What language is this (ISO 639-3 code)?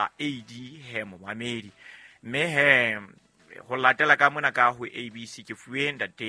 sot